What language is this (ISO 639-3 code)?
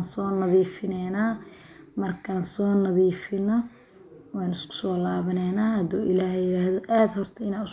som